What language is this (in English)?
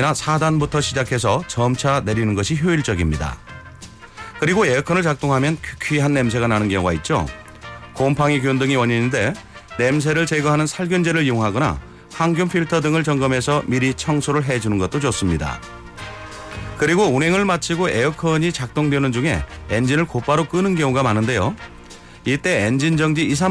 Korean